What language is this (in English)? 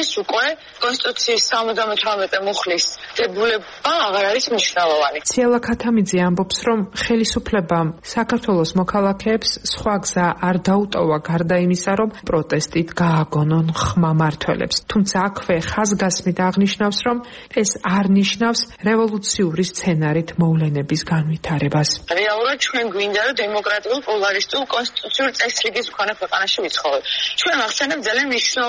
Georgian